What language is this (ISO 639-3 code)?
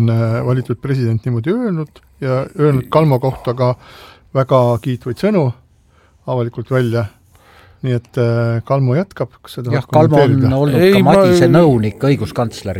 est